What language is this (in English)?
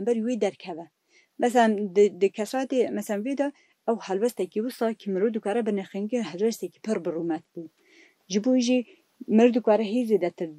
Kurdish